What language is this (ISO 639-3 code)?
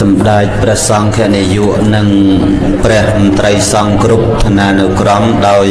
khm